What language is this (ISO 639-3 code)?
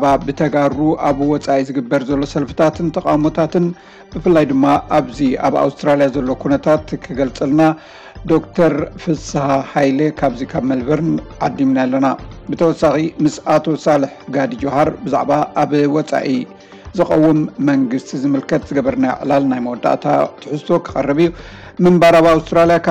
tir